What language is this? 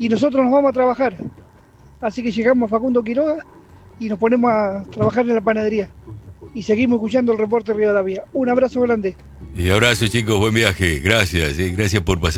Spanish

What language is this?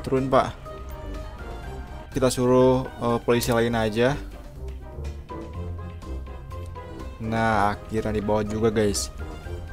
Indonesian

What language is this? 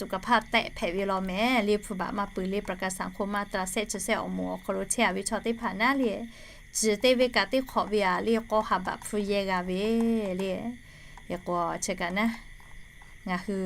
Lahu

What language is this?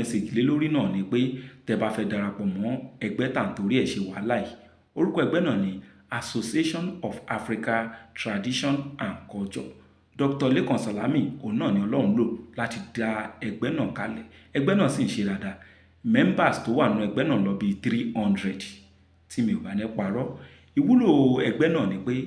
Yoruba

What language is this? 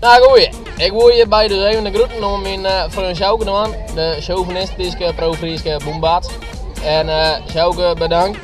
Western Frisian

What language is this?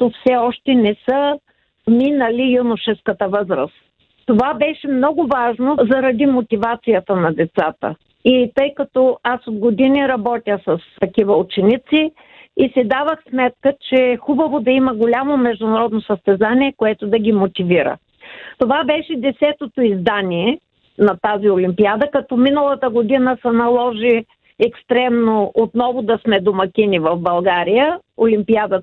Bulgarian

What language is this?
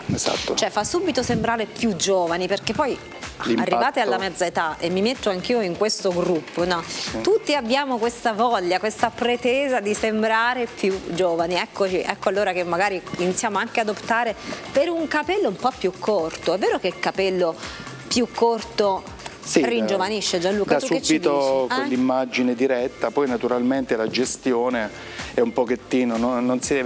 Italian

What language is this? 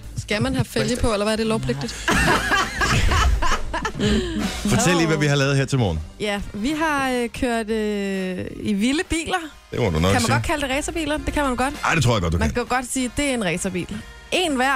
Danish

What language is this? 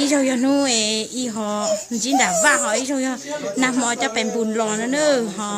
Hmong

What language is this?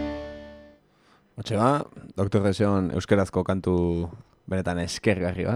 Basque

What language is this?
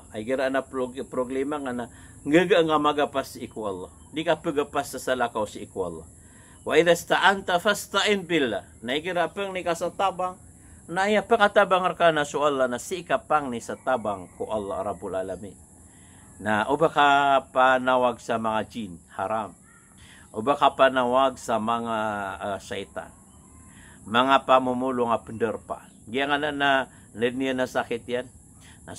Maranao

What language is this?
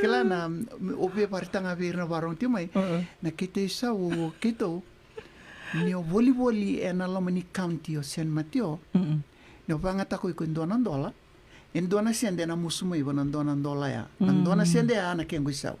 Fijian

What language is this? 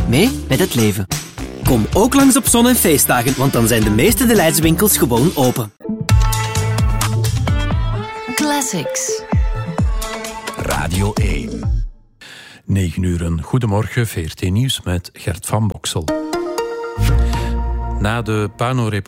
Dutch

